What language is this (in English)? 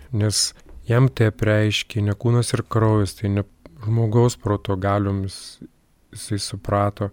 Lithuanian